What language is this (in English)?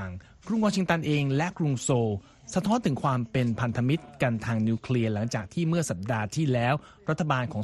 Thai